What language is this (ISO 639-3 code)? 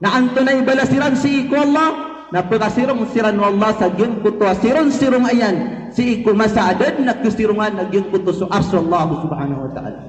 mrw